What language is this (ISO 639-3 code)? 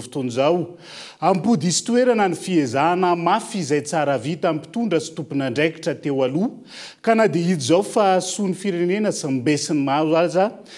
mlg